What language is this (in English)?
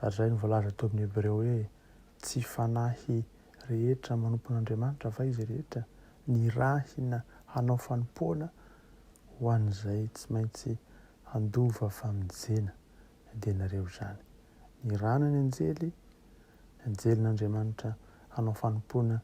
Malagasy